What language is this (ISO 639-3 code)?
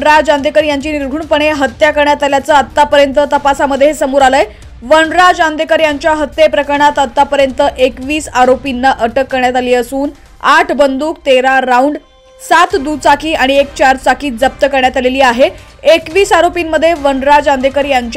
mar